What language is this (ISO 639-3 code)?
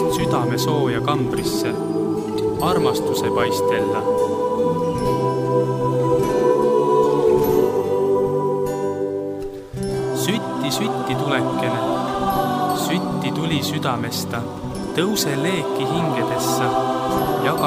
est